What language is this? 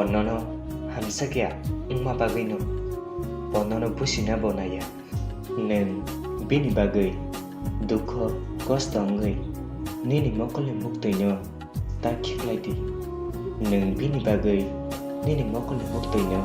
Kok Borok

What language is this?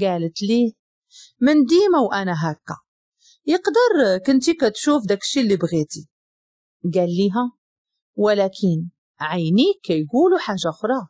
Moroccan Arabic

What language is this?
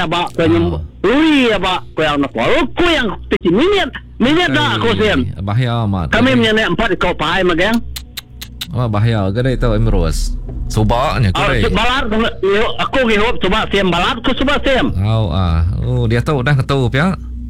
Iban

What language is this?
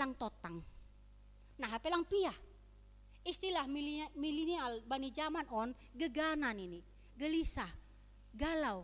Batak Simalungun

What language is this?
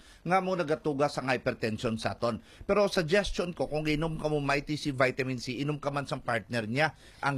Hiligaynon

